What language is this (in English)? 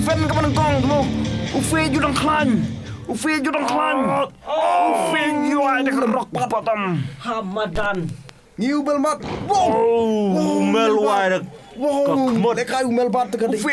Khasi